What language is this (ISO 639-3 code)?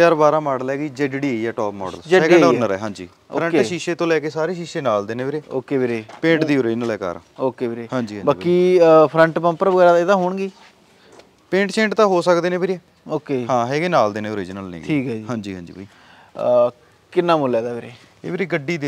pan